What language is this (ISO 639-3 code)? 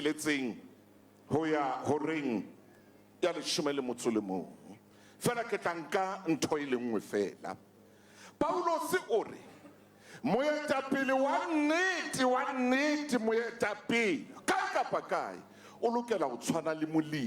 sot